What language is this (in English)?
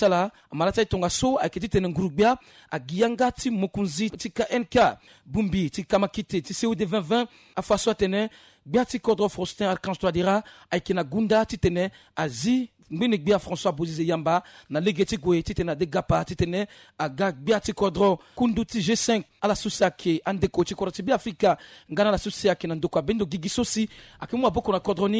Sango